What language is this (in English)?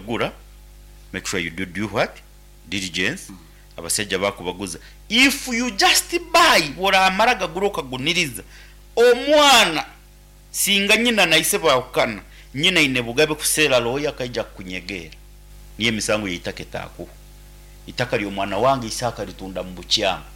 Nyankole